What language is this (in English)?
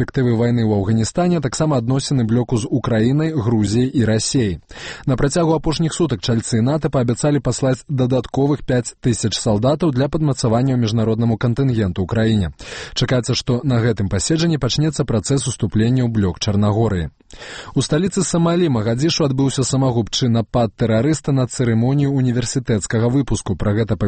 Belarusian